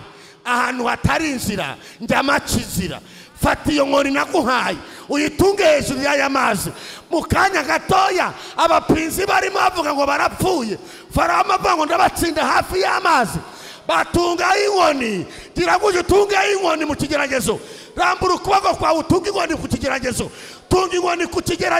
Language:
Kinyarwanda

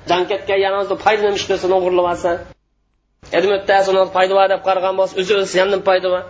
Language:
Uyghur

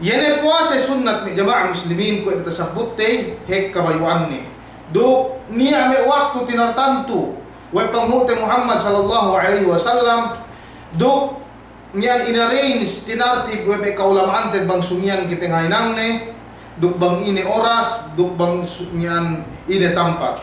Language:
Yakan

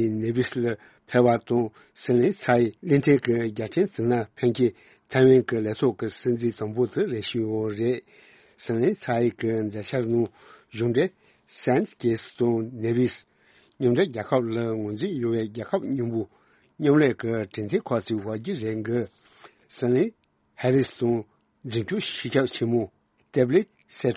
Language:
Tibetan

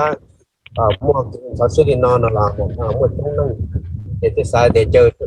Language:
Hmong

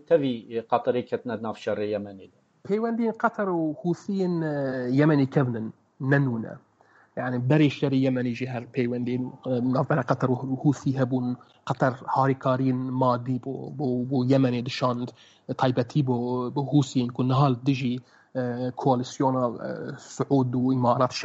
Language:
Kurdish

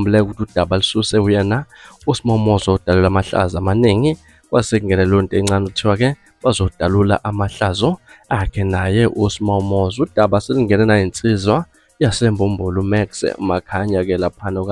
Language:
Zulu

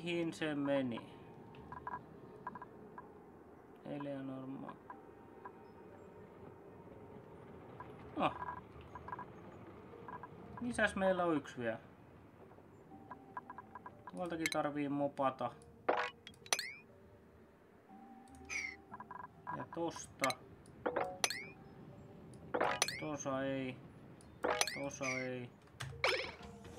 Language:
Finnish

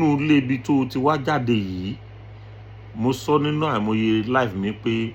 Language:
Yoruba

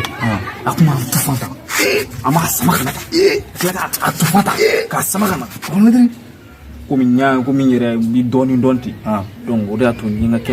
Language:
Bambara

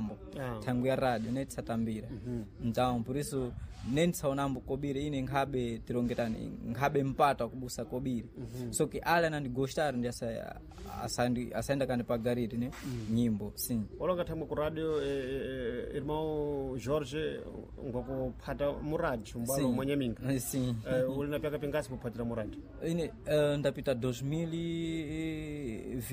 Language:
Sena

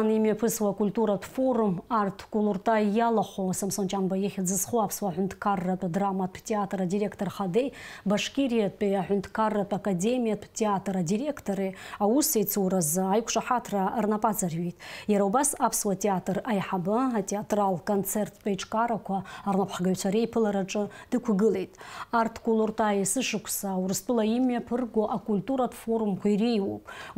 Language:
Abkhazian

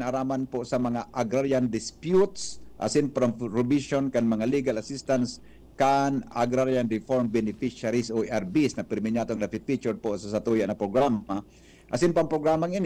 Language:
Bikol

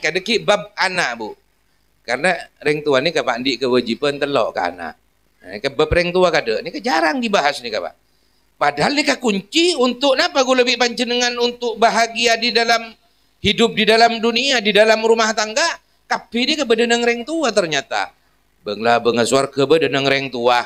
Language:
Madurese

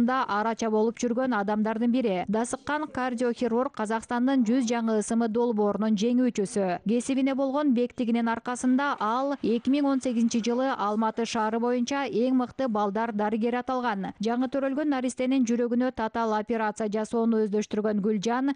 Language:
Kyrgyz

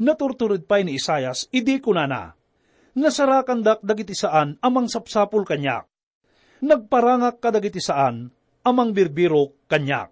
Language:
Iloko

